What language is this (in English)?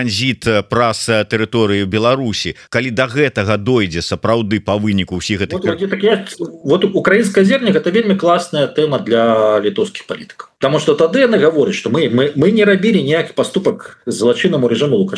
Belarusian